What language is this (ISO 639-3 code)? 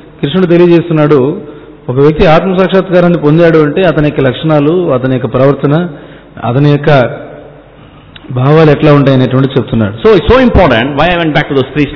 tel